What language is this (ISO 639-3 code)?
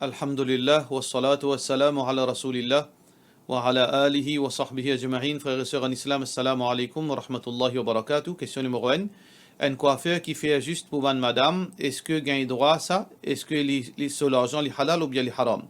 mfe